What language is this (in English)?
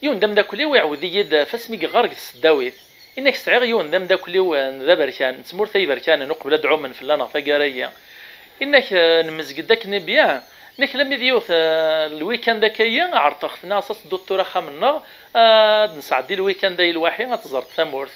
Kabyle